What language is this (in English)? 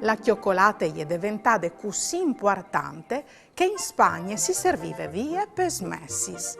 Friulian